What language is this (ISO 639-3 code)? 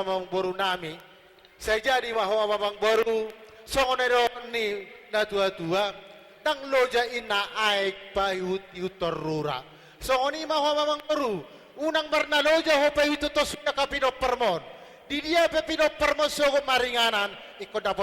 bbc